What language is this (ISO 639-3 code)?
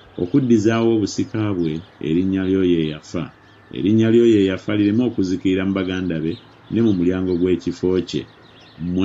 lug